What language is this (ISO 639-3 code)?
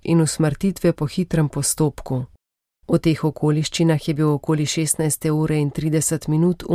slv